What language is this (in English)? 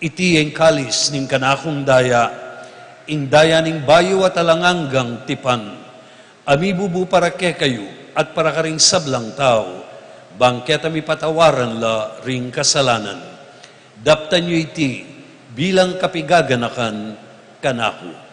Pampanga